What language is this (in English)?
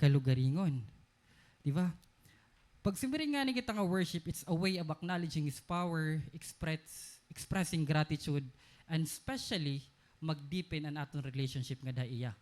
Waray